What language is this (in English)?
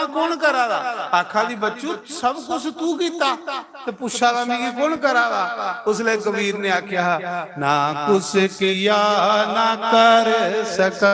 Dogri